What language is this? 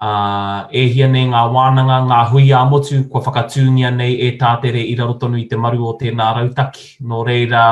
Māori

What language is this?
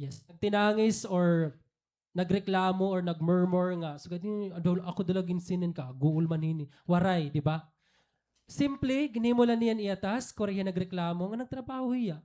Waray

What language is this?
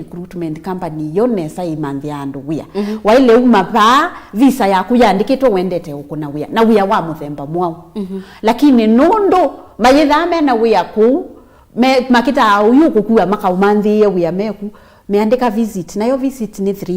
Kamba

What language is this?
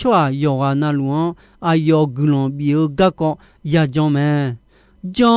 Akha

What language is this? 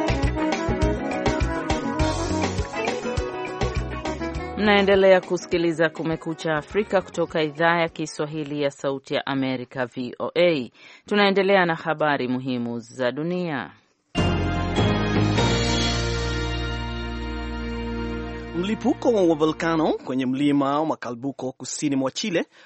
Swahili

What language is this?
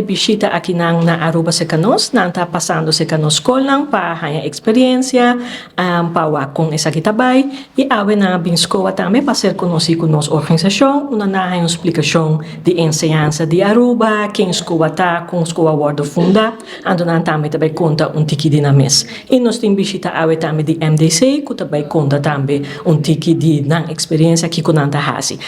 Papiamento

